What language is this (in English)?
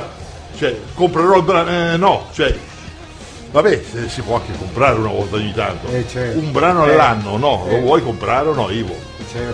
Italian